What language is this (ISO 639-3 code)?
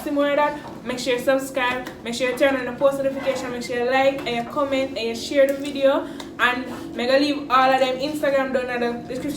jam